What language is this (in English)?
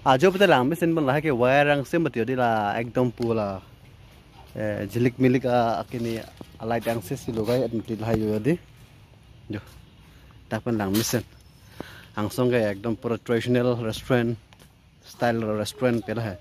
Karbi